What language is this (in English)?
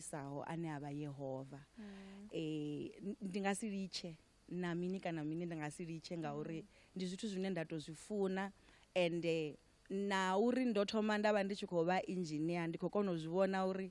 Venda